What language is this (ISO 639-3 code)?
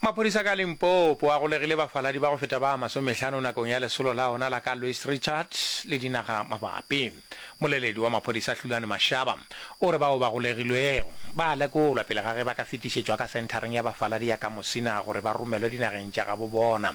nso